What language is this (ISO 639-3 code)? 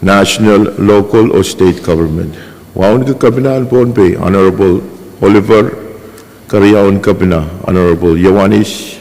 pon